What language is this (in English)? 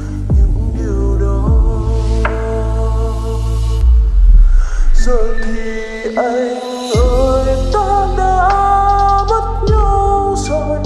Vietnamese